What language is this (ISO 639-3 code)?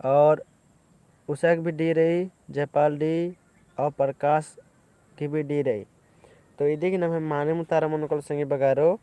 kru